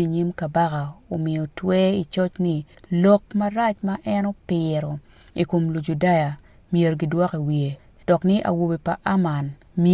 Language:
Acoli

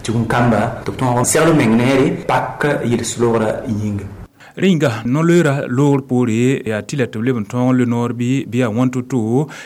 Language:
Mossi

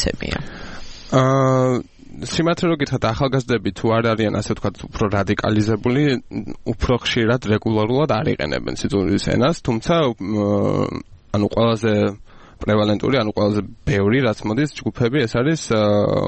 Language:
Georgian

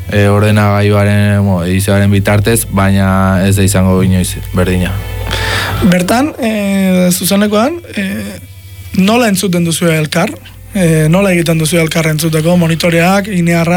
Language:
Basque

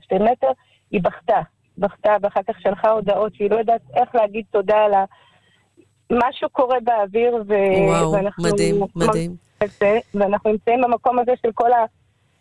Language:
Hebrew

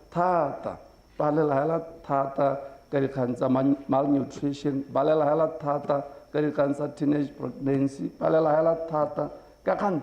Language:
Tswana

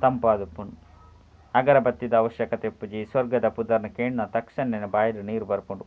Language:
Tulu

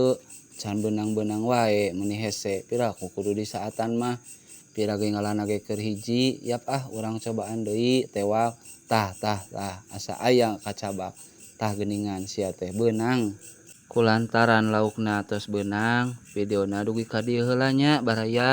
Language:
Sundanese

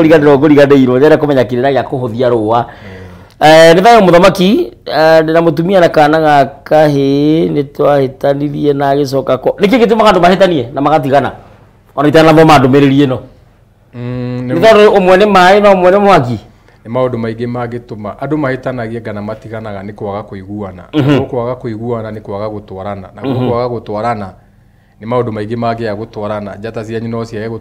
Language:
Kikuyu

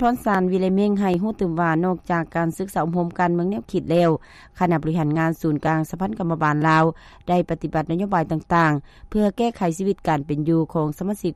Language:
Lao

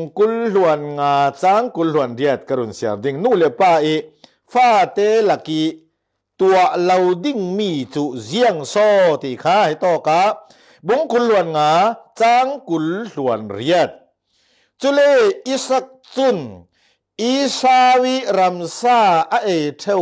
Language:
Falam Chin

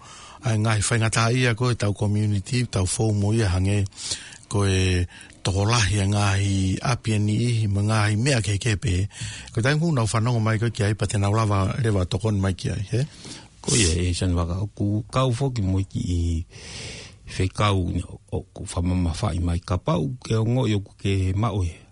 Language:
Tongan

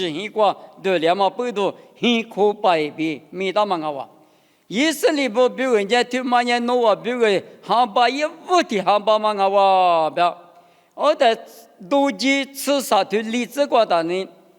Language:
Lisu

